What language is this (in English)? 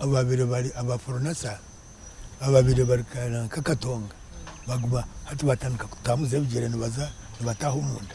Nyankole